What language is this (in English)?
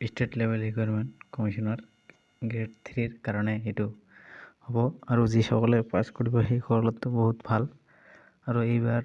Assamese